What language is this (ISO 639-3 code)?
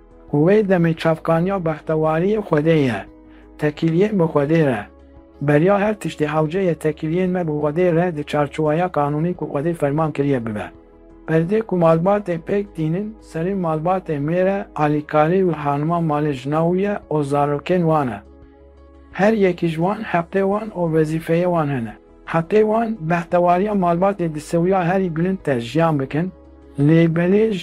kur